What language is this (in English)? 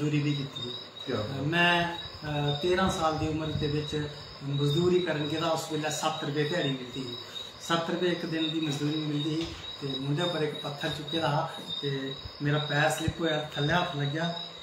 Dogri